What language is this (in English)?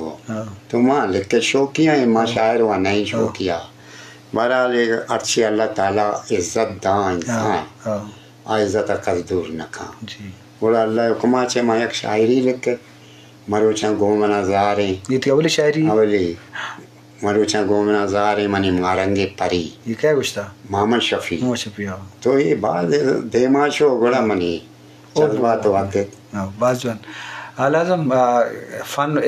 Eastern Balochi